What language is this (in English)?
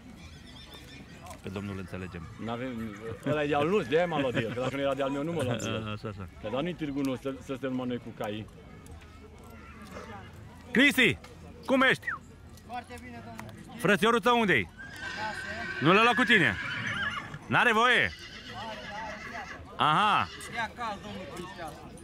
Romanian